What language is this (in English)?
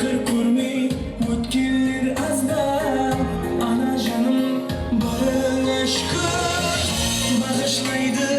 Kara-Kalpak